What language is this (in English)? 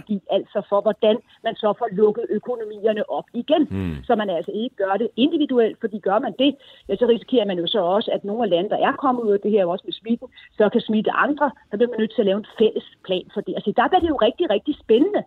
Danish